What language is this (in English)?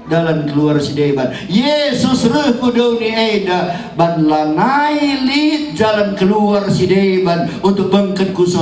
Batak Karo